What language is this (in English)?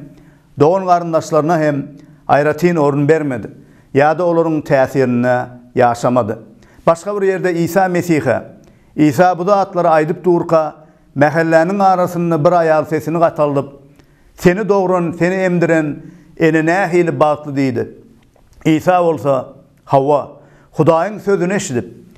Turkmen